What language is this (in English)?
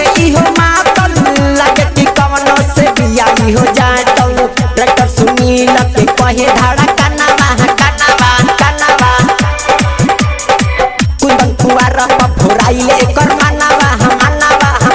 Bhojpuri